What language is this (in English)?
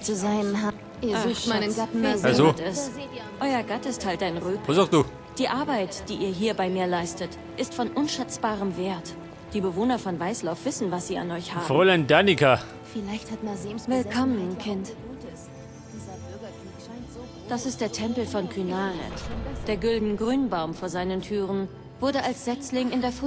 Bavarian